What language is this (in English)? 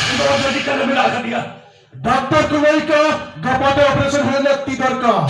Santali